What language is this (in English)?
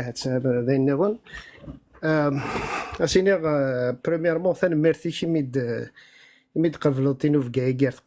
Kabyle